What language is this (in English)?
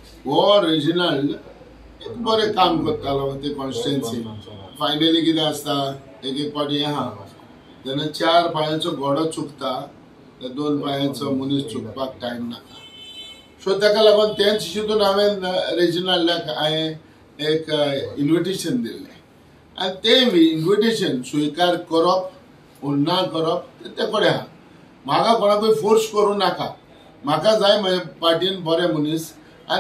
Konkani